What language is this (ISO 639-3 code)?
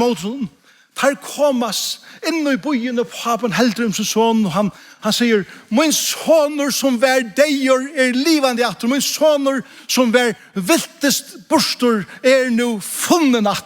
fao